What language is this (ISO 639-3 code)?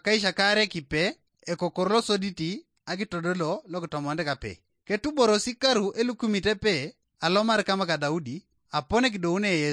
teo